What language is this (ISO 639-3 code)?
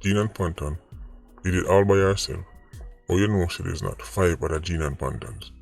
jam